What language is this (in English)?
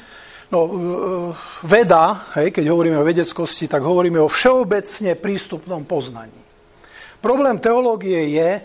Slovak